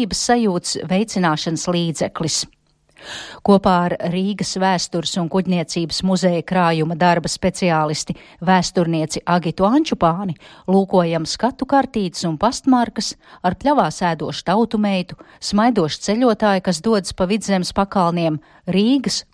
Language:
Latvian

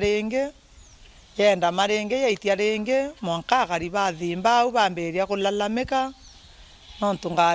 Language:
Meru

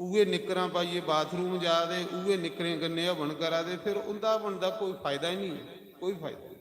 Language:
Dogri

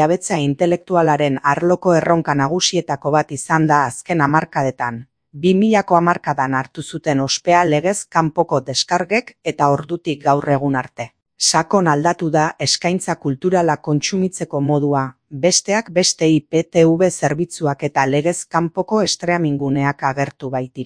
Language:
Basque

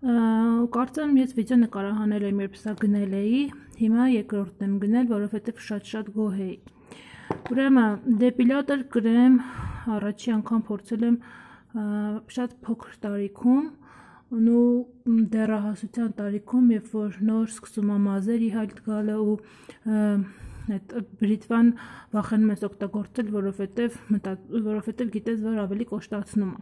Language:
Armenian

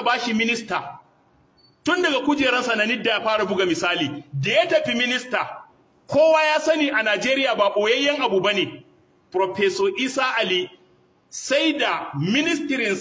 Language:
Hausa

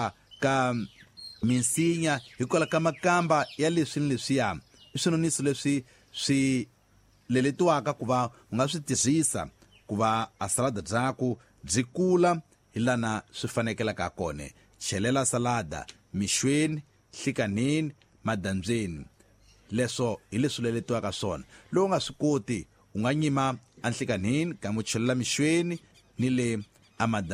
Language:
Tsonga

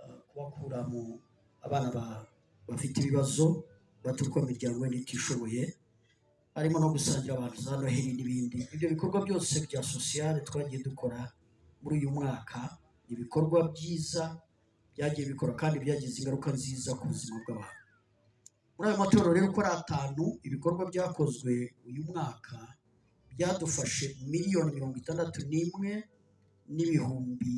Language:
Kinyarwanda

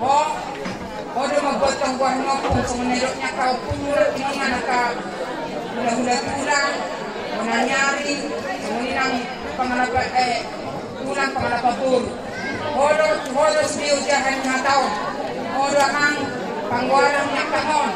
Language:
Batak Toba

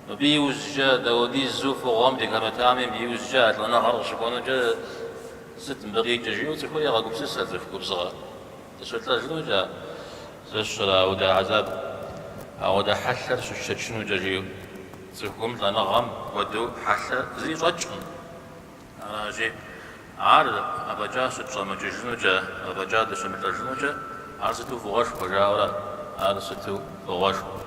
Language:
Kabardian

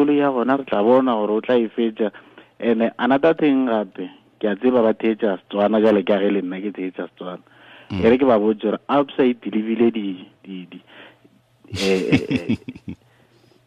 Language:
Tswana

